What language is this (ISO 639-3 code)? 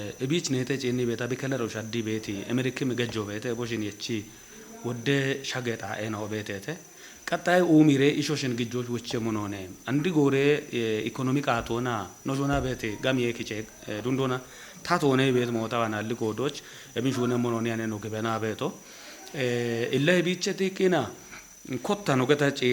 kbr